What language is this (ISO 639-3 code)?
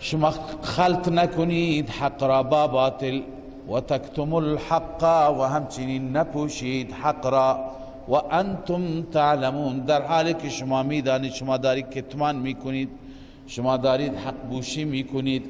fas